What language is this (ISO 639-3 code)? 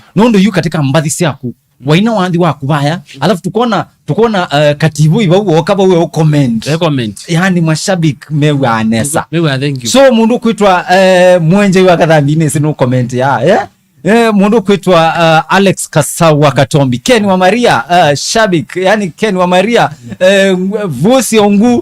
kam